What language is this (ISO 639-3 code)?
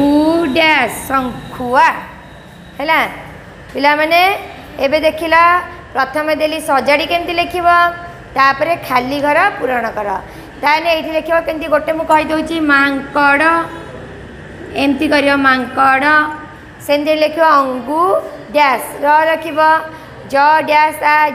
ori